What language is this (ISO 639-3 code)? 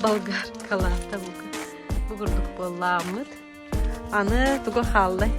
sah